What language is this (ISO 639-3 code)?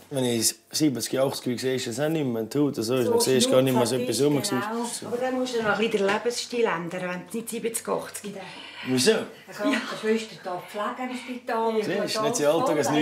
gsw